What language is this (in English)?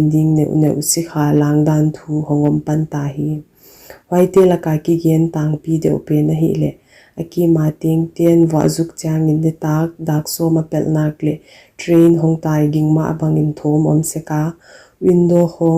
Paite Chin